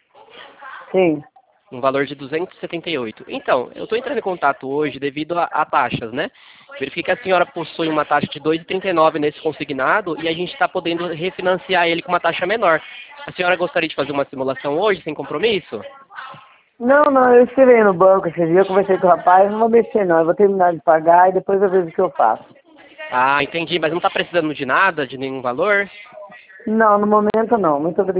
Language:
Portuguese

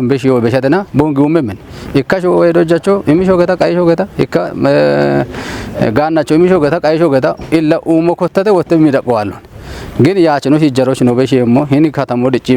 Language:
Kafa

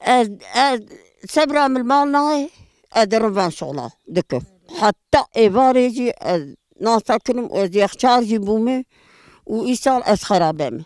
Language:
Kurdish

